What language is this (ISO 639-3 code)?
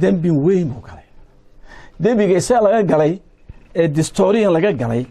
som